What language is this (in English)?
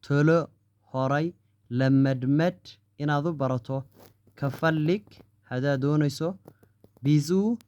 Somali